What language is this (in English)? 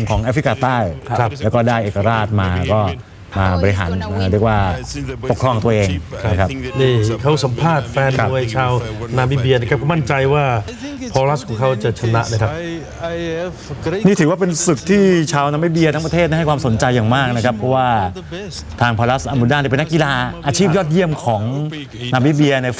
Thai